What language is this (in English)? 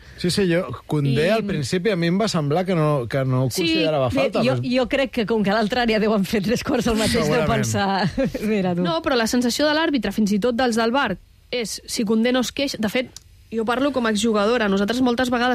Catalan